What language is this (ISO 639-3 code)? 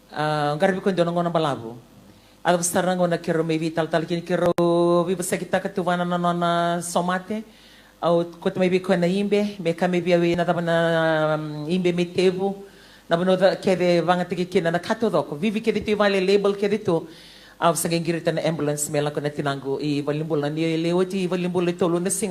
fij